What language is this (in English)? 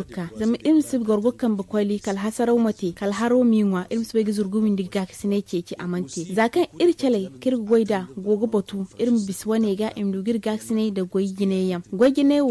Zarma